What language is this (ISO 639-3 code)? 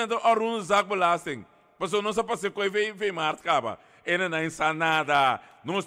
pap